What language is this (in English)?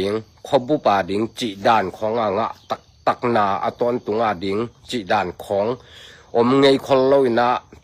Tedim Chin